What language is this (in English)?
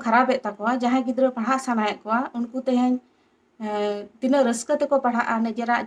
Santali